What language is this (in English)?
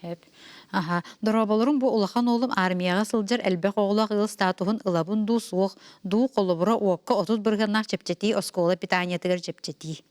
Yakut